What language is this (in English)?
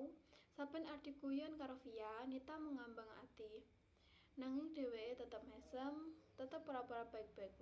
Javanese